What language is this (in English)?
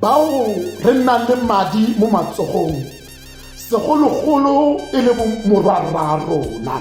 Tswana